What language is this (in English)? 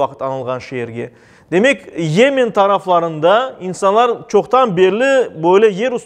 Crimean Tatar